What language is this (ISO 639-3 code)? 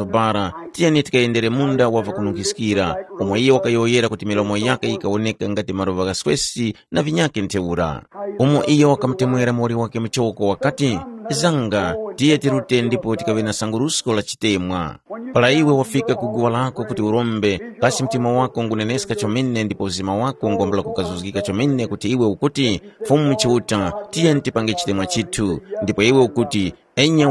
tum